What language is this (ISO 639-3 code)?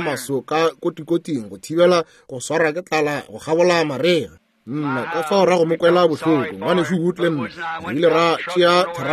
nso